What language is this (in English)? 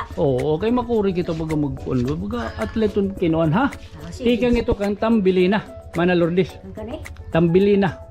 Waray